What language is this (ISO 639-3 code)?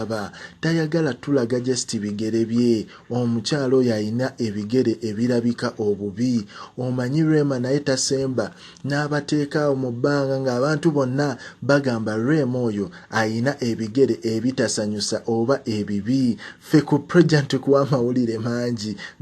lug